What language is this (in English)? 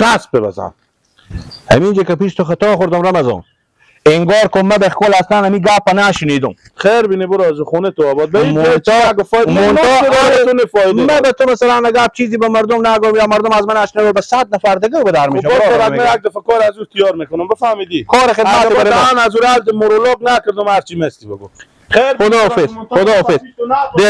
Persian